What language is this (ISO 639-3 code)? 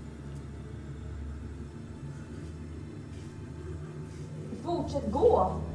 swe